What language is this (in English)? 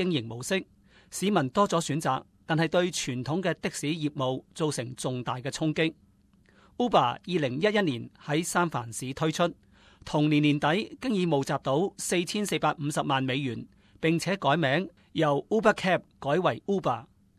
Cantonese